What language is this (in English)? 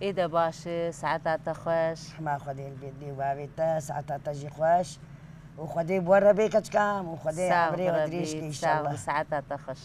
Kurdish